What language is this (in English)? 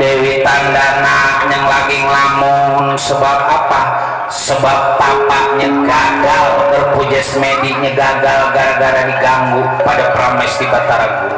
Betawi